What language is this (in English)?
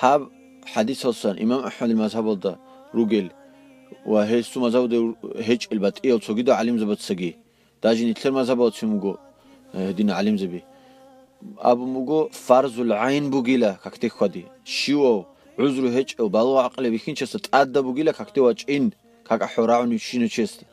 Avaric